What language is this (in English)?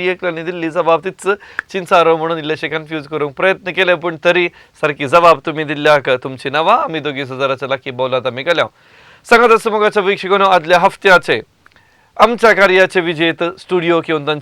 Konkani